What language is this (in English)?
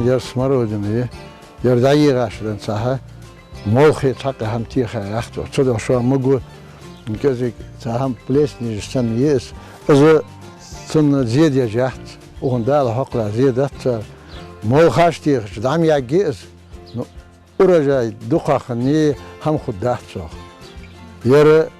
Ingush